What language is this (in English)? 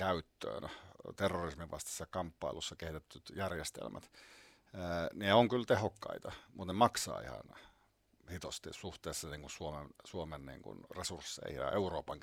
Finnish